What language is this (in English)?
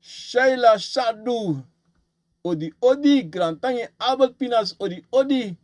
Sranan Tongo